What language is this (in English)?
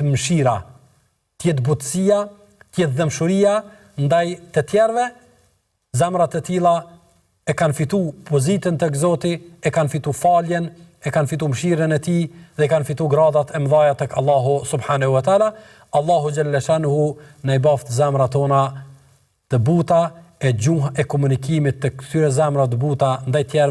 Albanian